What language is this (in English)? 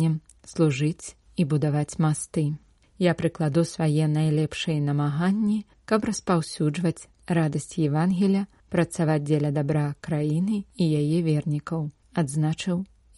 Belarusian